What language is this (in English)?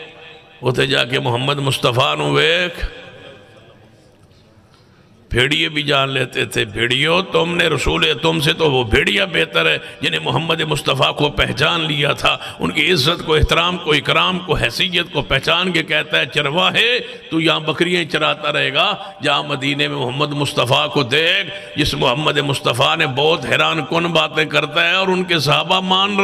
Urdu